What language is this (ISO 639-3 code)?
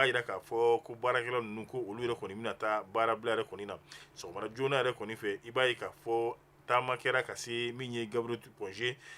bam